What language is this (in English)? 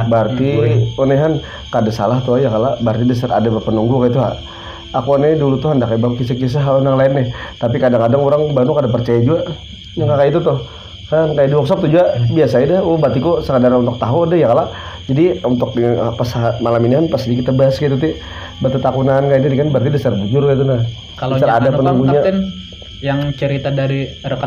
Banjar